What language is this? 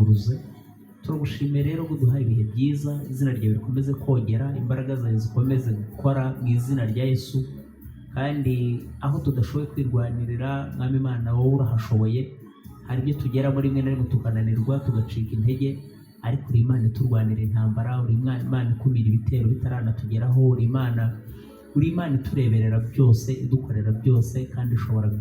Kinyarwanda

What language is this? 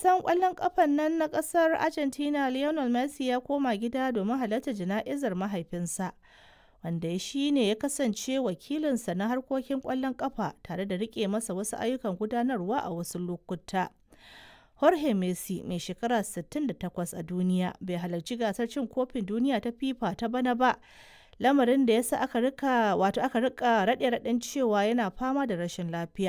Hausa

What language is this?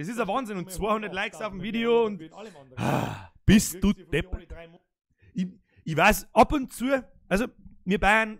Bavarian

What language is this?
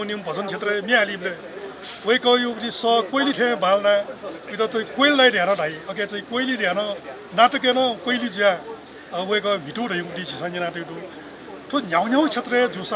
Newari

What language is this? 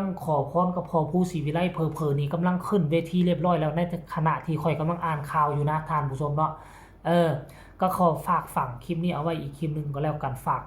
Northeastern Thai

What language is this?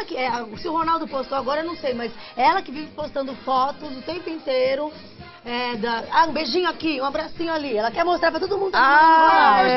Portuguese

